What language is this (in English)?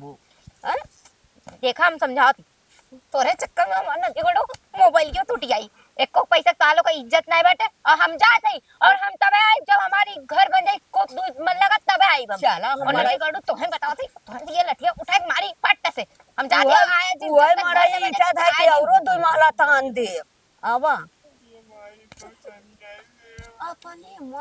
Awadhi